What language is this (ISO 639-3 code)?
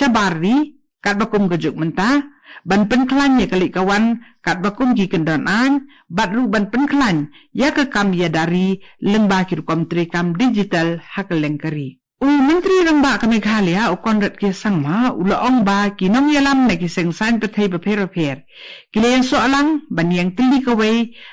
kha